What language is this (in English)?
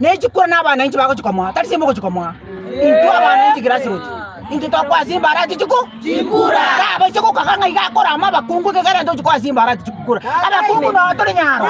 Gusii